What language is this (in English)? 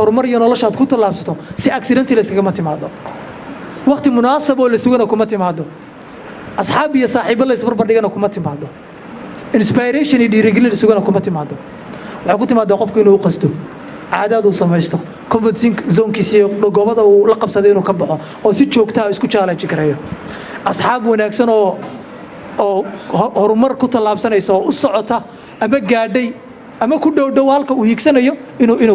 Somali